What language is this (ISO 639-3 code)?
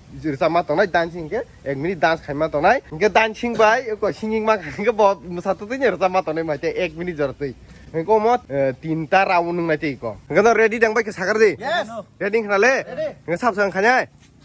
trp